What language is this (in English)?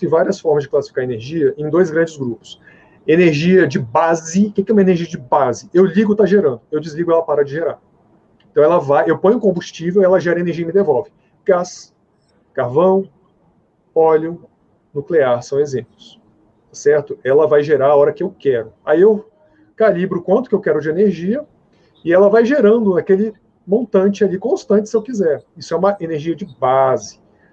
Portuguese